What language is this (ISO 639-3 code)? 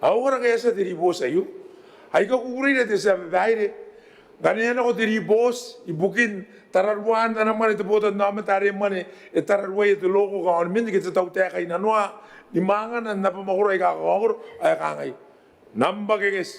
gil